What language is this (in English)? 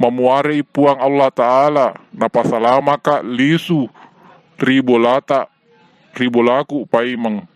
Buginese